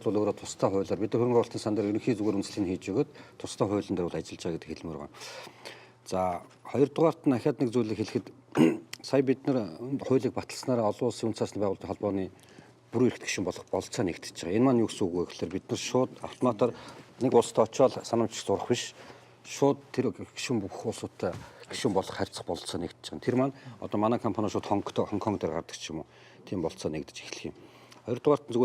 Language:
Mongolian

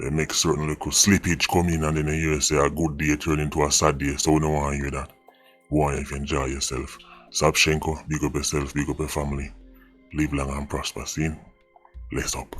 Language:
Jamaican Creole English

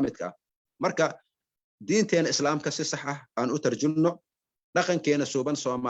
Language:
Somali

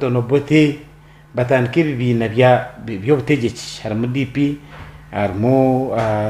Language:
Nyankole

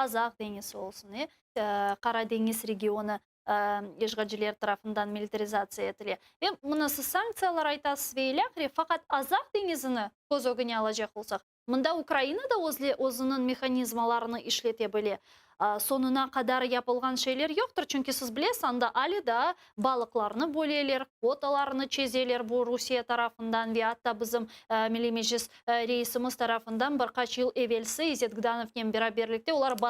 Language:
Crimean Tatar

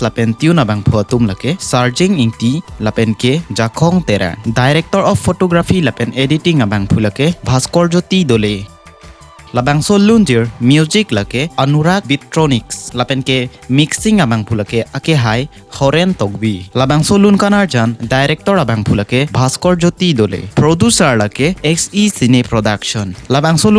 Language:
Karbi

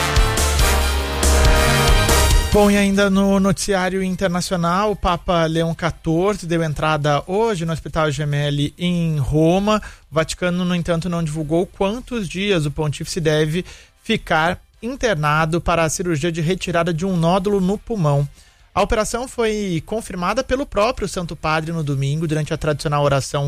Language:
Portuguese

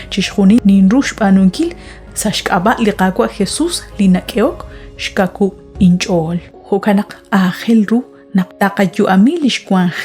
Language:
Kekchí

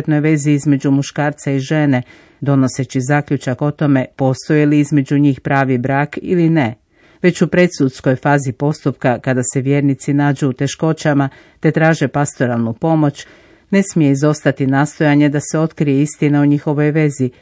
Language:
Croatian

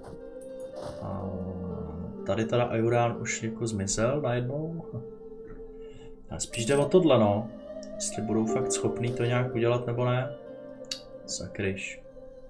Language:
Czech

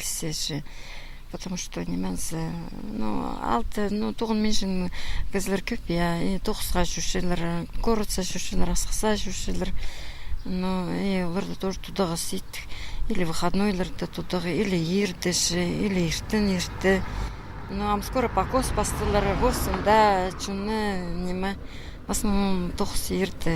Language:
Khakas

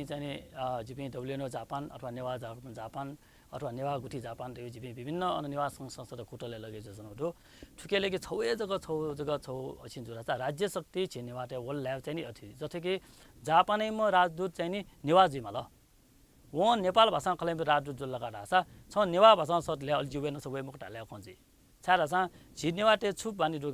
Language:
Newari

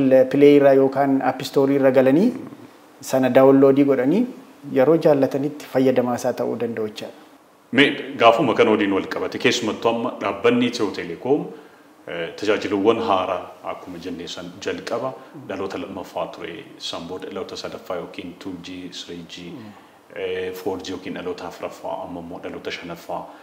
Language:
Oromo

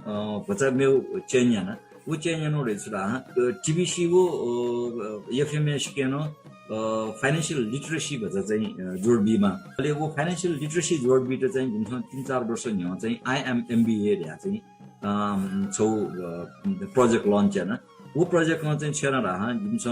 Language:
Newari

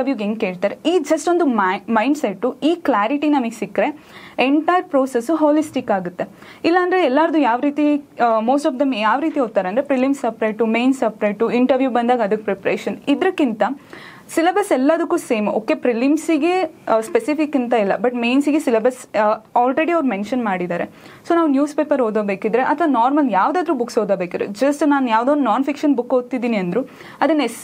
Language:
Kannada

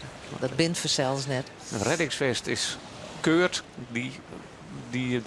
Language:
Western Frisian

